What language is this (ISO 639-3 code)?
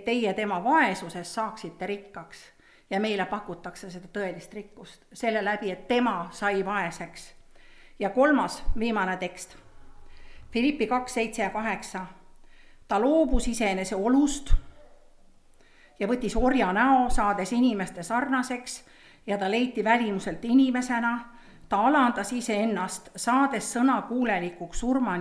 est